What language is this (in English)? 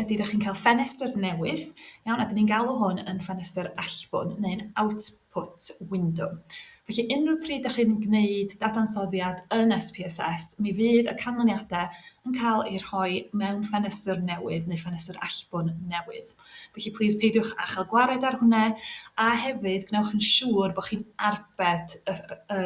Welsh